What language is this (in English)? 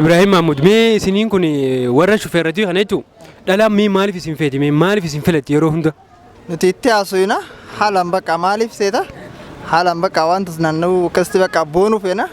Oromo